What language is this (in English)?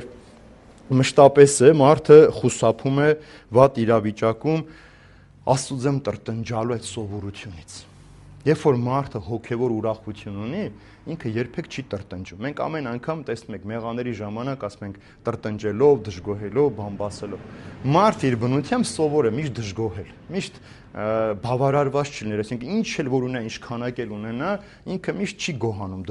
Armenian